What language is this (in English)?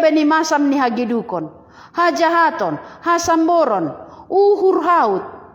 Batak Simalungun